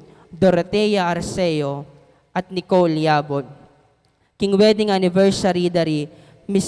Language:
Pampanga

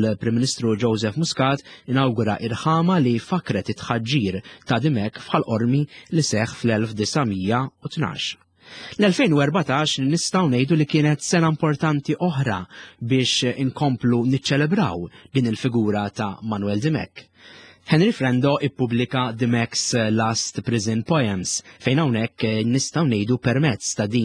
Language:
Maltese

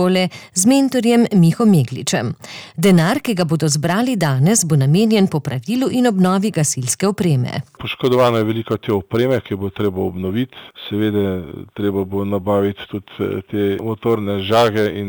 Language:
Slovenian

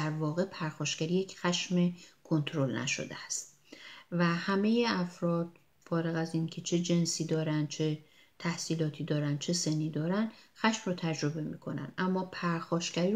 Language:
Persian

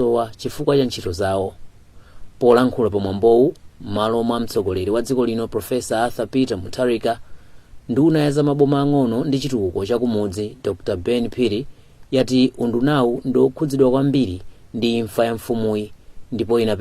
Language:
Nyanja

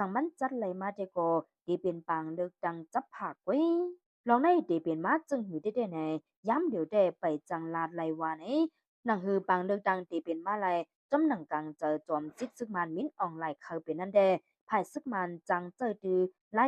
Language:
Shan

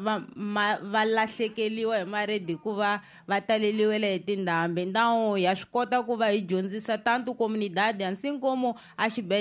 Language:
Tsonga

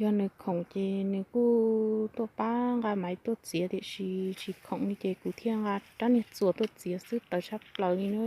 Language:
Hmong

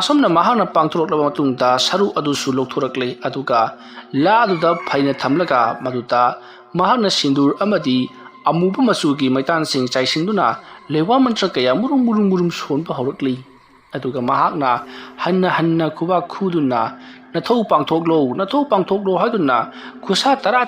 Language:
Manipuri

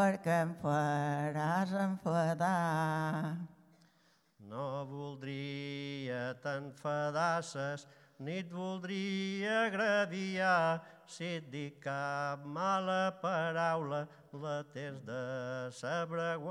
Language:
Catalan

